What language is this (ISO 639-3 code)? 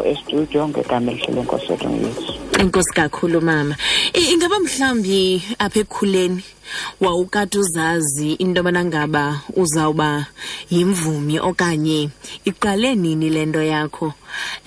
xho